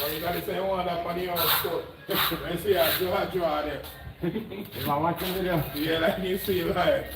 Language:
Jamaican Creole English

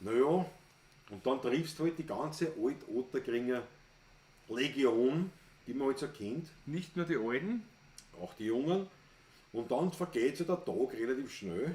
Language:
Bavarian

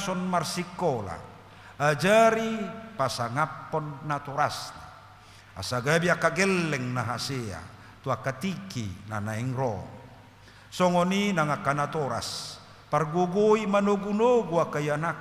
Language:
Batak Toba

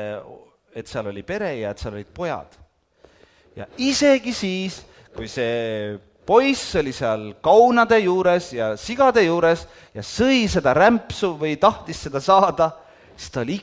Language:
Estonian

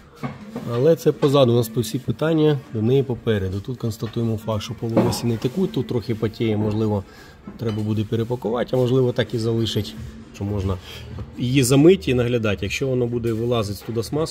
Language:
Ukrainian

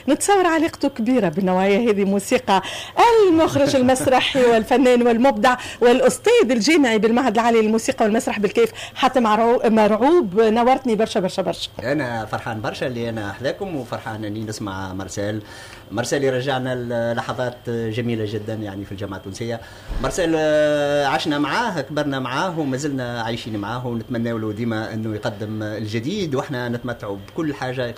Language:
Tunisian Arabic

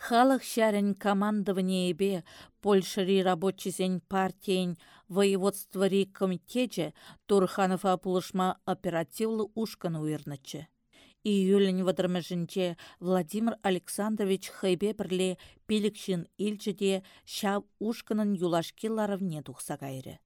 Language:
Chuvash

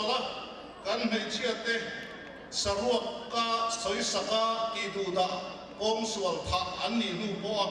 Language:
Mizo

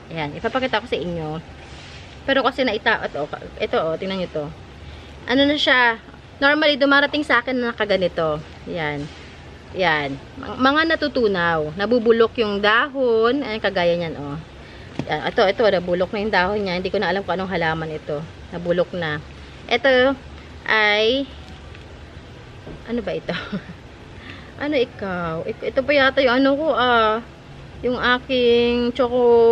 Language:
Filipino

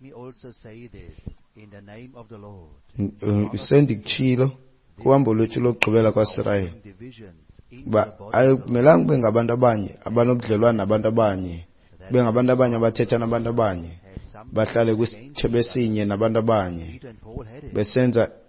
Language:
Xhosa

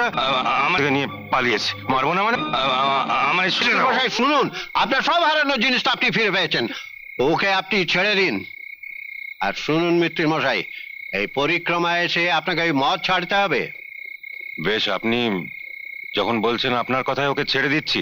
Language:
Bangla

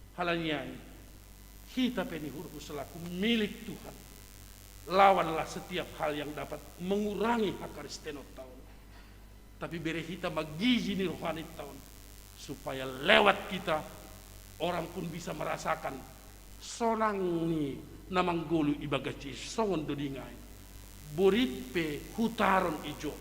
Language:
Batak Simalungun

